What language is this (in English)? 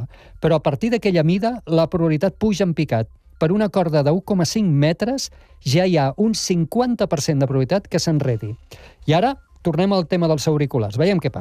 Catalan